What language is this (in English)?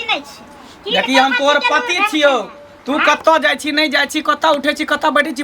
Maithili